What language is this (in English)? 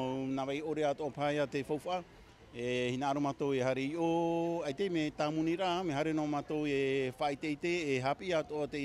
Tahitian